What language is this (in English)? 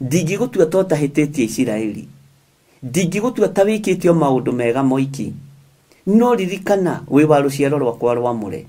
Kikuyu